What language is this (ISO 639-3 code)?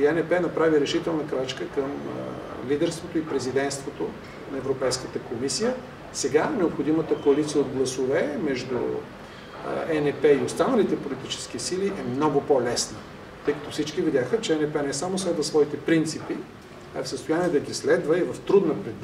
bul